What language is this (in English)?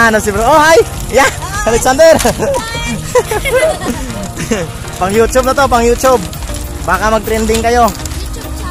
Filipino